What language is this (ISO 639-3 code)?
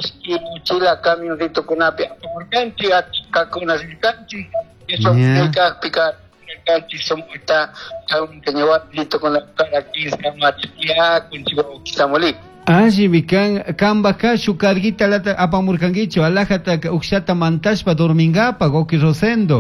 qug